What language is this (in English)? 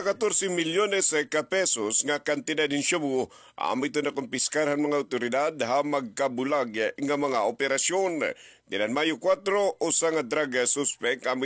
Waray